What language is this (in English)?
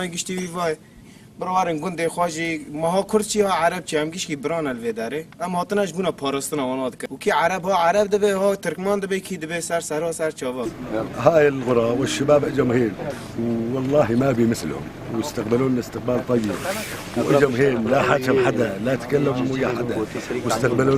Kurdish